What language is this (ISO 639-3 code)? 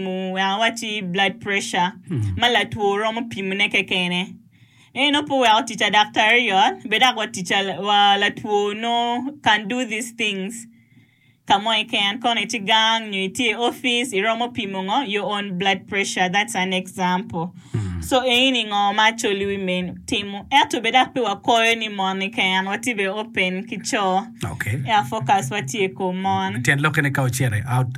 ach